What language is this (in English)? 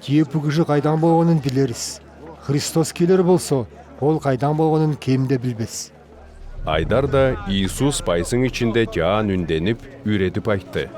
Southern Altai